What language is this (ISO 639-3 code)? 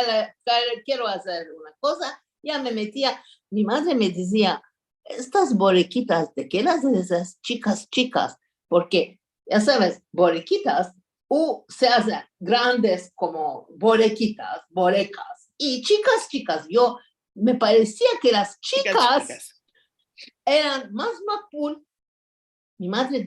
lad